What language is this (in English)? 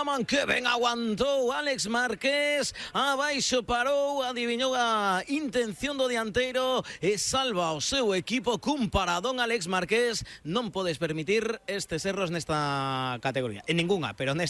Galician